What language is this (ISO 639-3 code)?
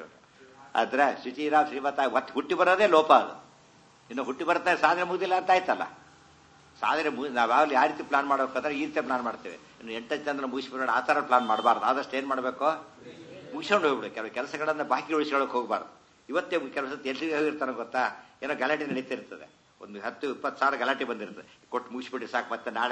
kan